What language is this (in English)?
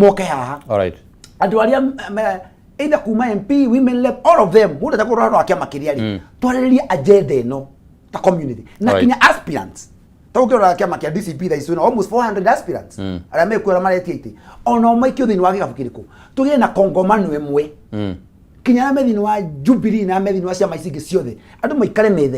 Kikuyu